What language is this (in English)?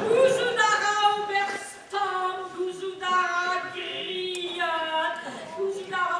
Breton